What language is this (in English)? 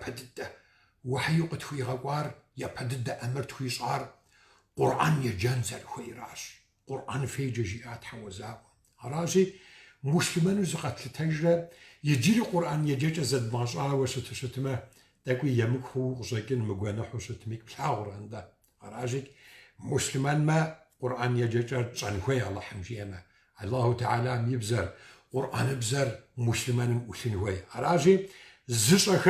Kabardian